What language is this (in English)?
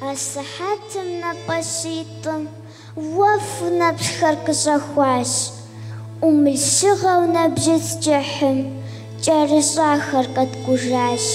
Kabardian